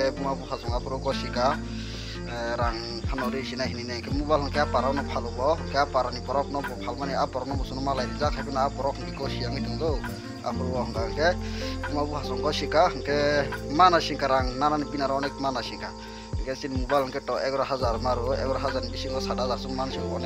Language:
Kok Borok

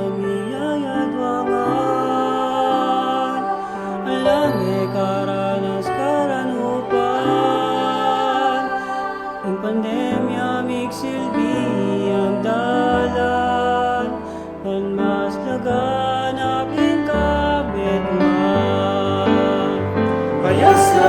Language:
Pampanga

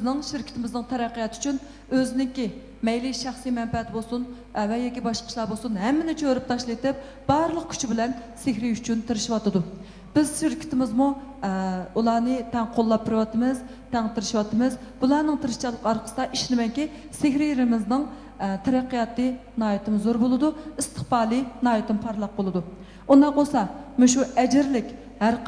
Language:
Uyghur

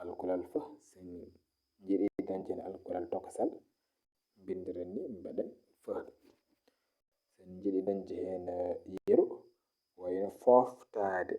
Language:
Fula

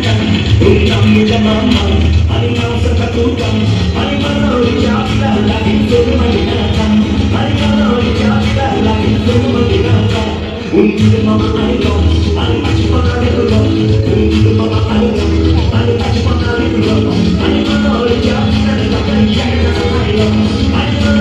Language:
Konkani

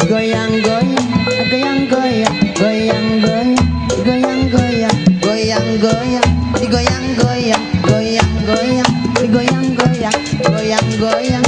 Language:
Betawi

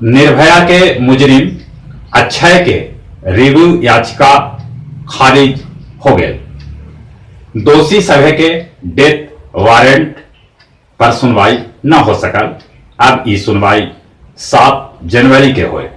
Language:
Magahi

